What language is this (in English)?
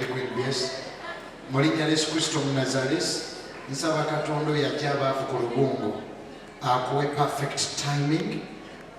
Ganda